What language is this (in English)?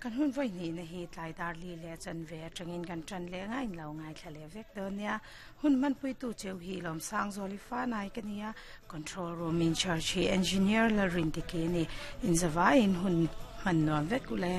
Mizo